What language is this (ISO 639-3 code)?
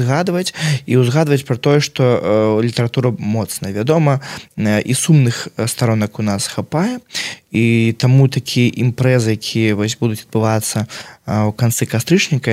bel